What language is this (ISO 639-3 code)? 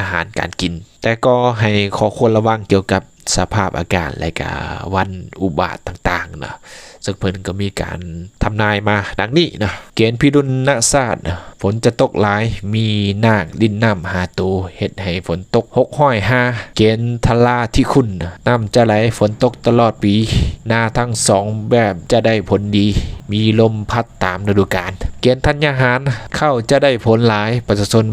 lao